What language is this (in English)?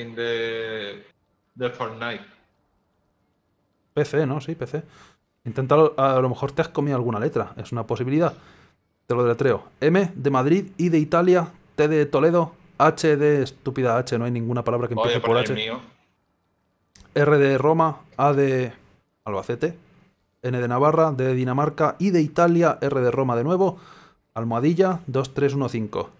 Spanish